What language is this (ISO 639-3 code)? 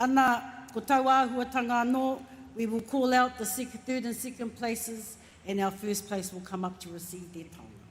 mri